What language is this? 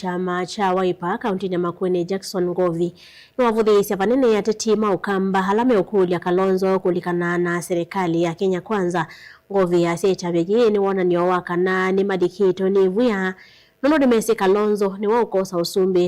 Kamba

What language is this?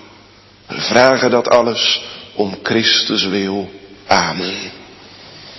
Dutch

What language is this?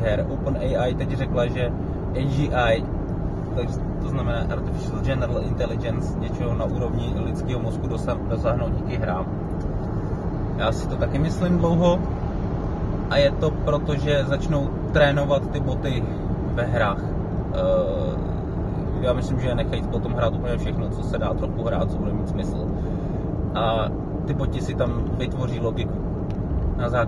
Czech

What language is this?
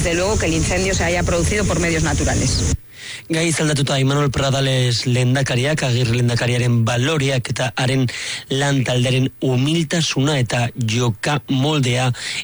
Basque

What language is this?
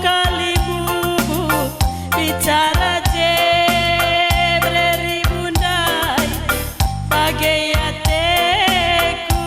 Batak Karo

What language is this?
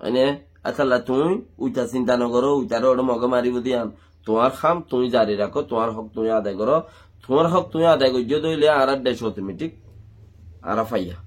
Rohingya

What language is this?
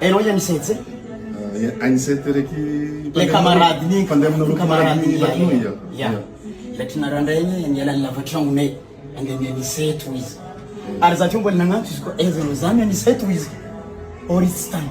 Malagasy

